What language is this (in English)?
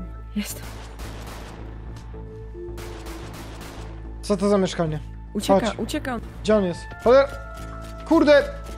Polish